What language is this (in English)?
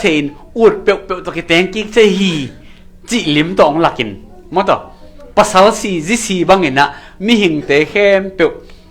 Tedim Chin